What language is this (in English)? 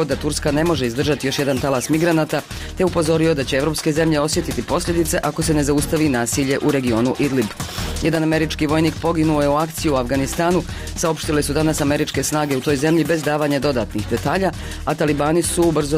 Bosnian